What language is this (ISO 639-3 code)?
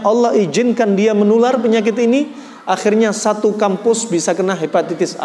ind